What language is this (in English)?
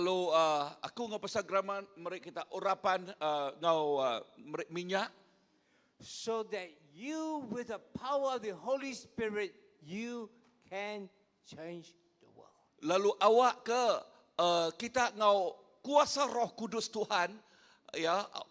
Iban